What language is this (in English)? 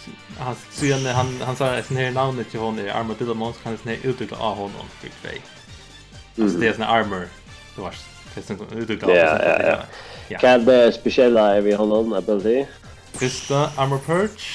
Faroese